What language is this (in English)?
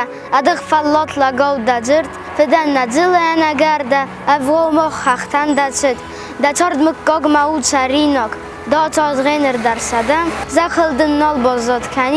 Ossetic